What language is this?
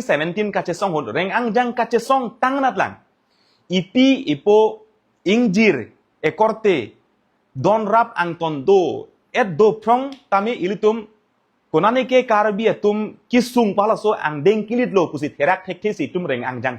Karbi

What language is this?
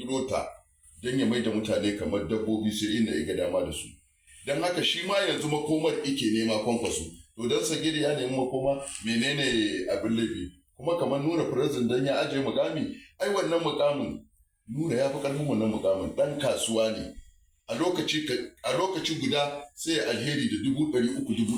Hausa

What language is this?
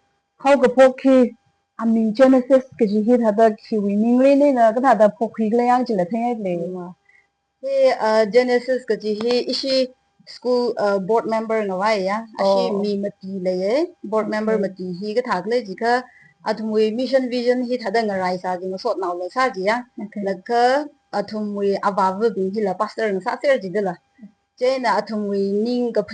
Tangkhul Naga (India)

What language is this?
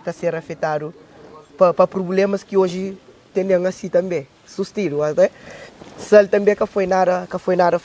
Kabuverdianu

